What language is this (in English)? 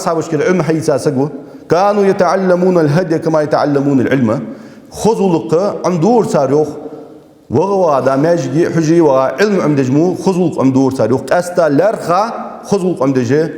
Ingush